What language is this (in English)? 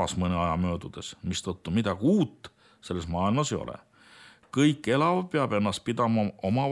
Estonian